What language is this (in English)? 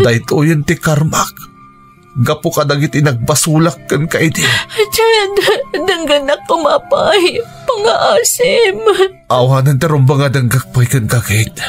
Iloko